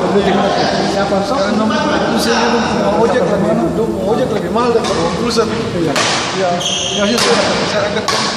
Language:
Ambonese Malay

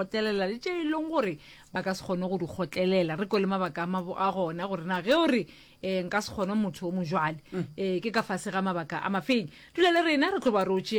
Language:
Northern Sotho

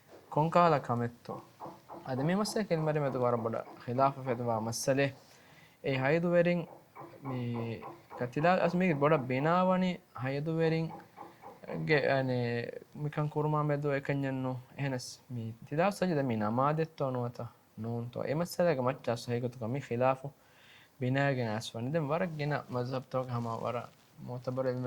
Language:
Divehi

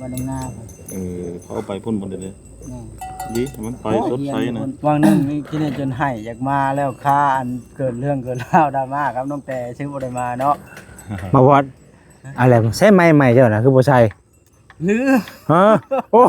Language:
Lao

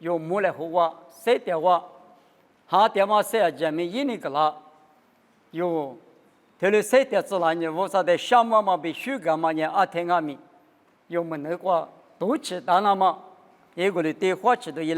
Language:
Lisu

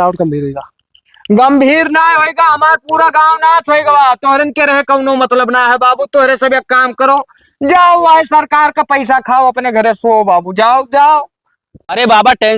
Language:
Awadhi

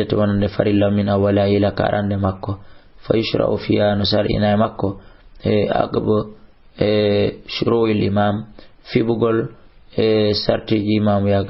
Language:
Fula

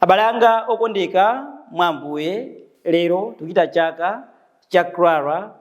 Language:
Nyanja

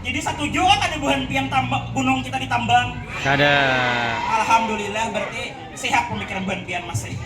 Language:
Banjar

